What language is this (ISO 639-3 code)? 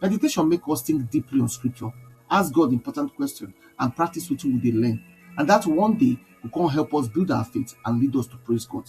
pcm